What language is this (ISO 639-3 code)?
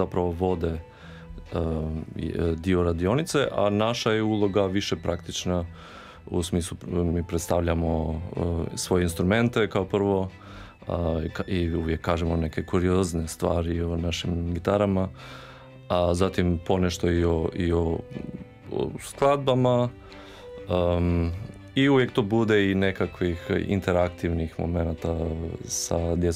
hrv